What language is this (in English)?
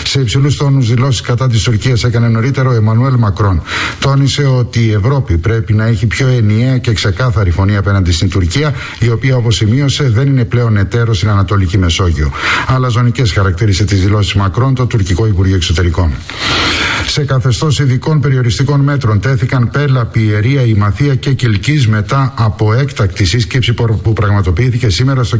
Greek